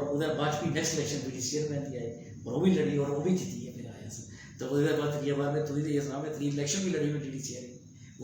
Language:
Dogri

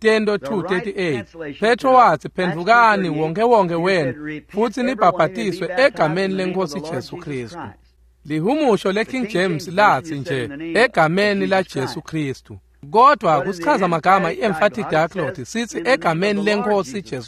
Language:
Swati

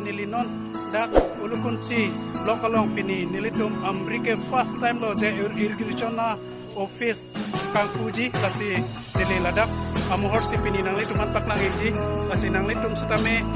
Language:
Karbi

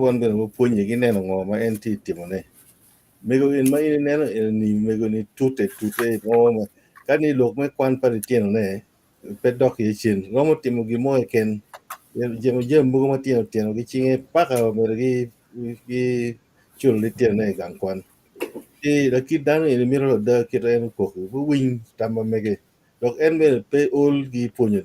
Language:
Acoli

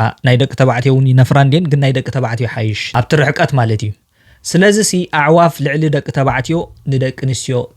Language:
Tigrinya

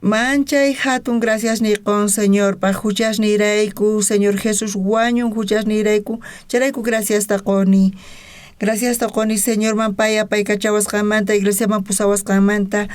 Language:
South Bolivian Quechua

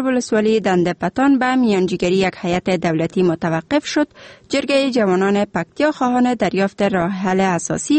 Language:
Persian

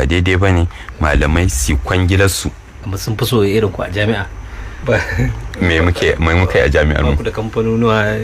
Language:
Hausa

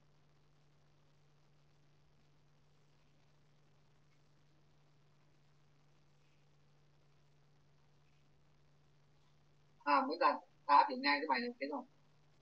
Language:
Vietnamese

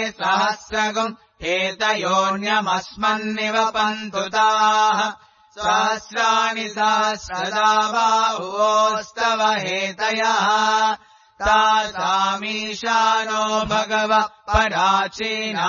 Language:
Sanskrit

